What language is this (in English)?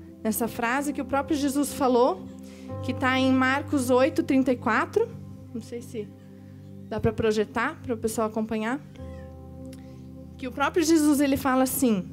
Portuguese